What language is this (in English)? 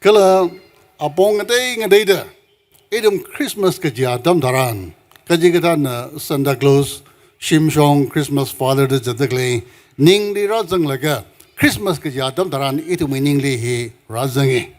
Tangkhul Naga (India)